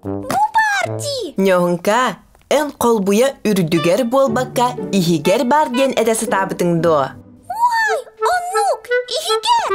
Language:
Yakut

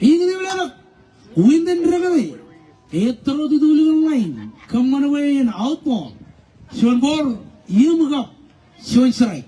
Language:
Marshallese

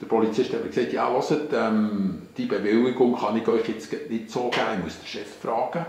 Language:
Swiss German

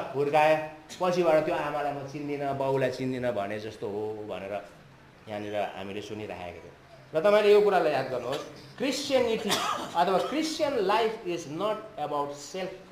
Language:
Nepali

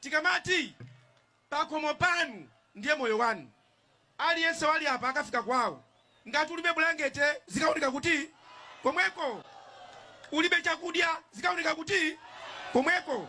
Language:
Nyanja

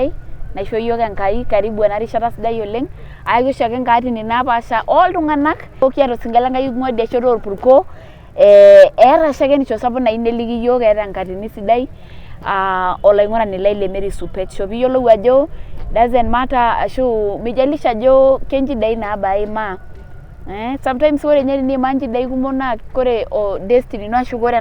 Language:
Masai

